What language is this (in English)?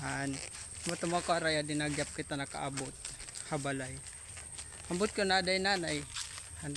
Waray